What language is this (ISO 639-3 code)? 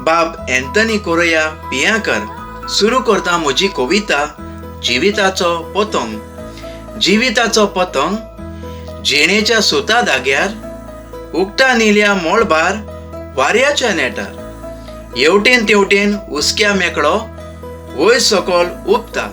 kok